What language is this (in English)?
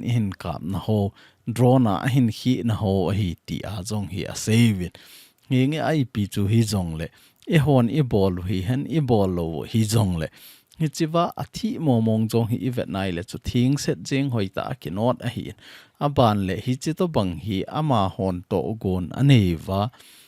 Thado Chin